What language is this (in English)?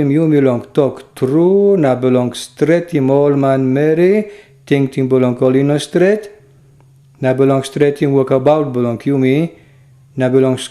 Tok Pisin